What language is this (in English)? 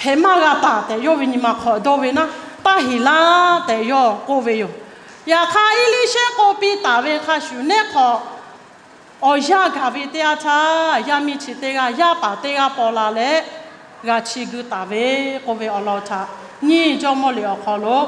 Lahu